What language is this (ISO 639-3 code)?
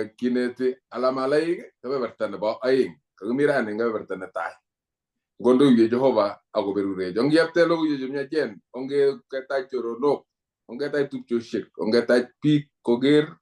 kln